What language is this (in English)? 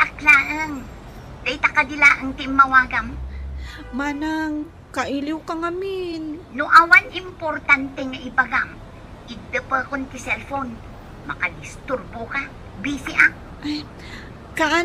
Iloko